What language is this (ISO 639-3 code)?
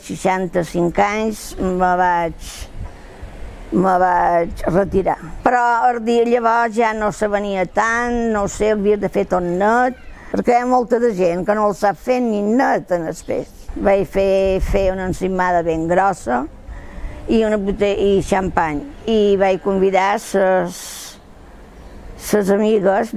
cat